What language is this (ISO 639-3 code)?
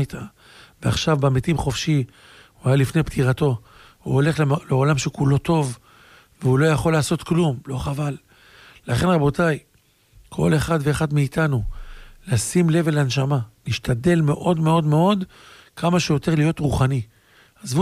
heb